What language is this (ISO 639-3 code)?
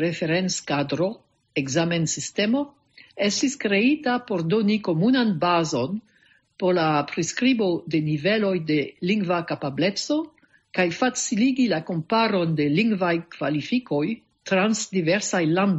epo